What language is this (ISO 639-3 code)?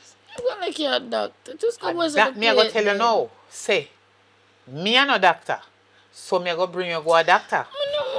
jam